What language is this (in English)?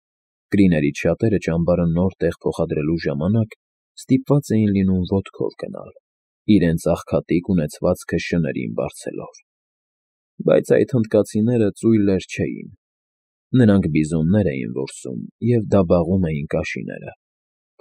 Armenian